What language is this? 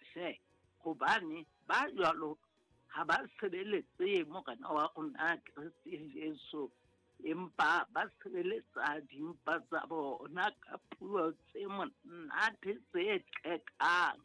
Southern Sotho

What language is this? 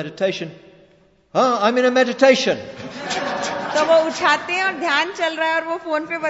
Hindi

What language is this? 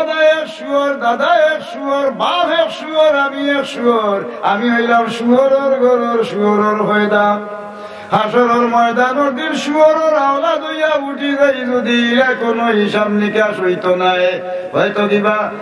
Sylheti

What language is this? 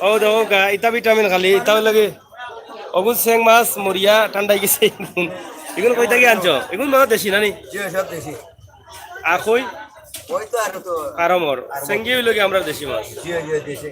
Sylheti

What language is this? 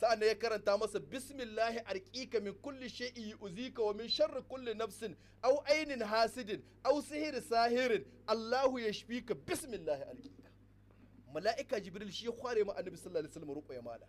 Hausa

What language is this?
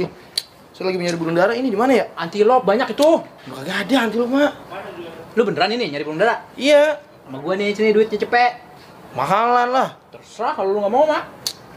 Betawi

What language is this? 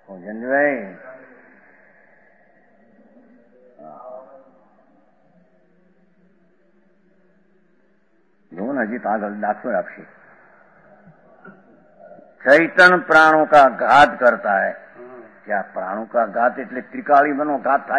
Gujarati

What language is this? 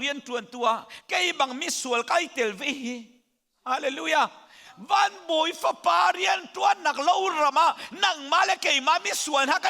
Hakha Chin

